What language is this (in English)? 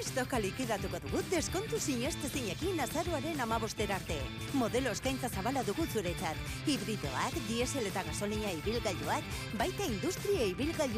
Basque